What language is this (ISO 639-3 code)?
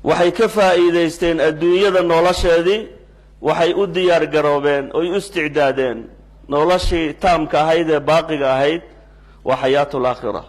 som